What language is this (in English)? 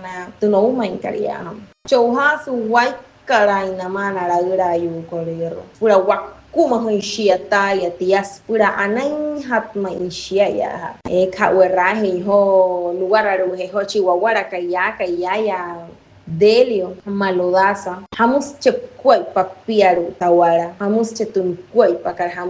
Wayuu